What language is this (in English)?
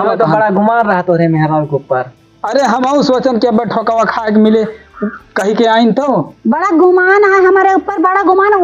Awadhi